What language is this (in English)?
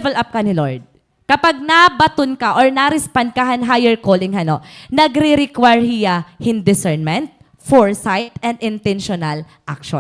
Waray